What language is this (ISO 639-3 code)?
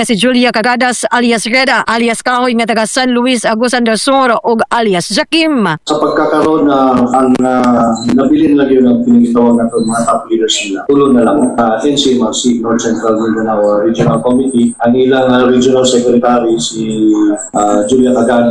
ceb